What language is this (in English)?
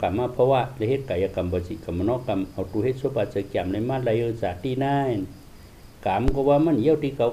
Shan